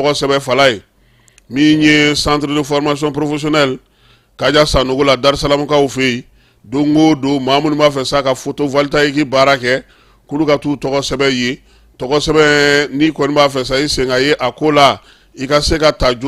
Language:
Bambara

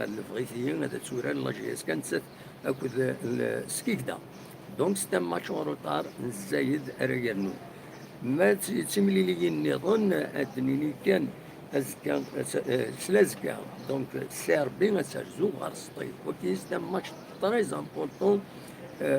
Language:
Kabyle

